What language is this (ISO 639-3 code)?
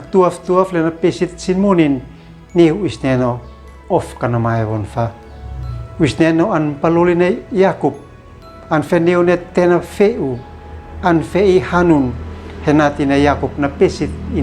aoz